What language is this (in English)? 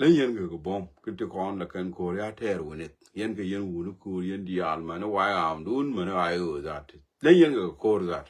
Nuer